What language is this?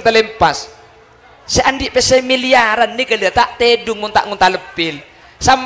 Madurese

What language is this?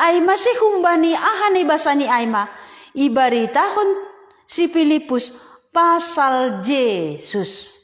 Batak Simalungun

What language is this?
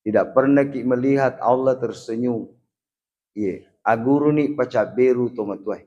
Buginese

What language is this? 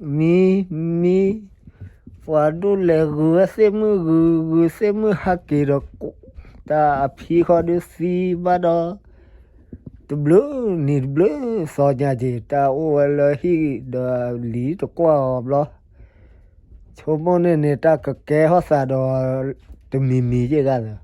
S'gaw Karen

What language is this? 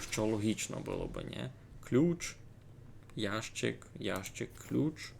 Rusyn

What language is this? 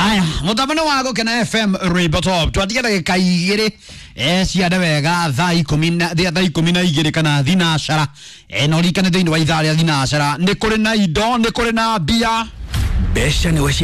Kikuyu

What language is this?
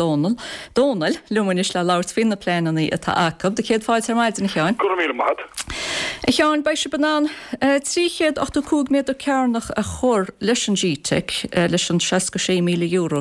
Irish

